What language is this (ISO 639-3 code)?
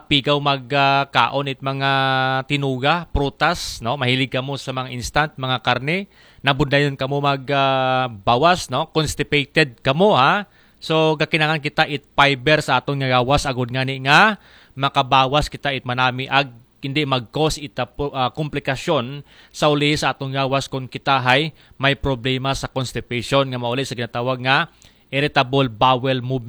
akl